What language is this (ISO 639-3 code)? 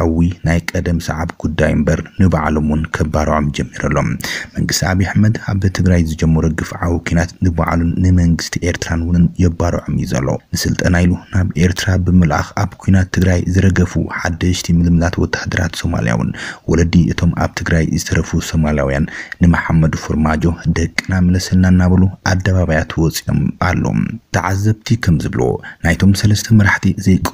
tir